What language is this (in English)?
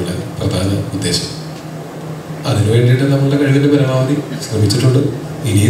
Malayalam